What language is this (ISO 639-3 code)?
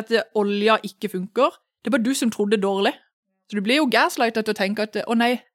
nor